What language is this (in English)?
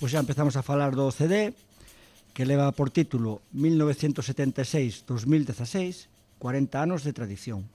Galician